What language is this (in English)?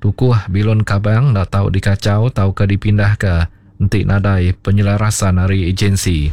Iban